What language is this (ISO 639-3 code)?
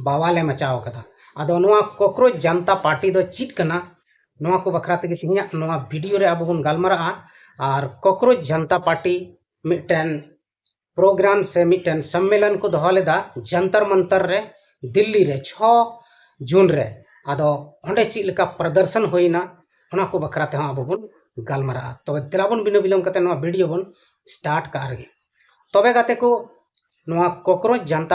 sat